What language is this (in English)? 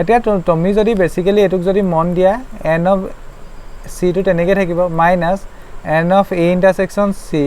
Assamese